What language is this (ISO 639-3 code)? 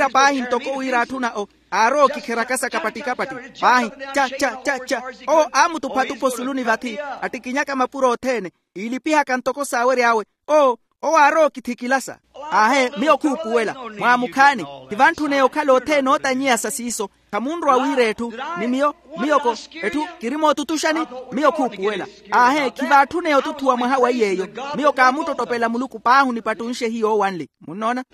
vmw